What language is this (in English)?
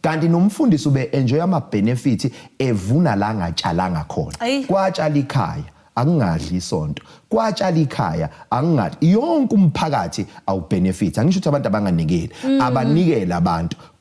Zulu